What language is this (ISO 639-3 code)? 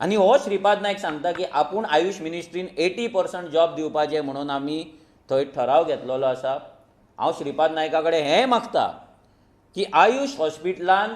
kok